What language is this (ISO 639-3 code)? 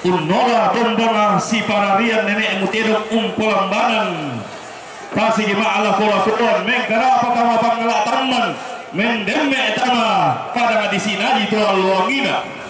sda